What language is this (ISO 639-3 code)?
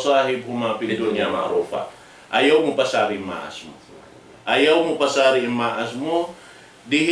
tsg